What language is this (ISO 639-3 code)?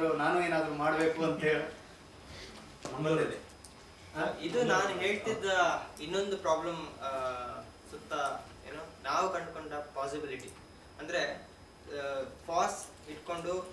kan